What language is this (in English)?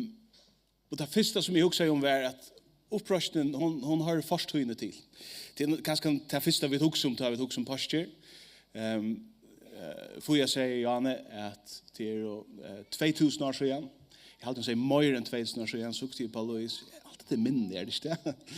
Faroese